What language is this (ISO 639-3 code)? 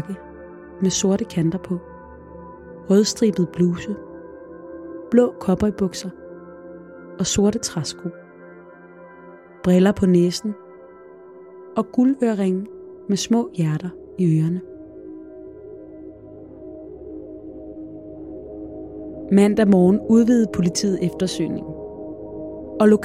dan